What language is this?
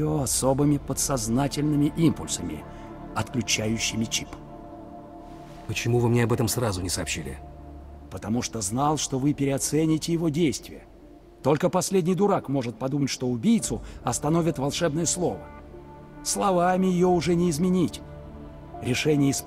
Russian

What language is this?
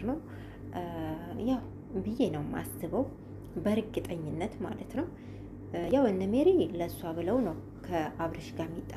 Amharic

